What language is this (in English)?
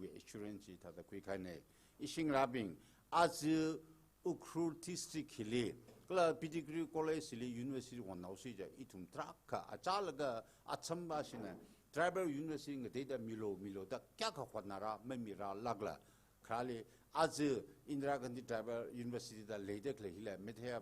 Tangkhul Naga (India)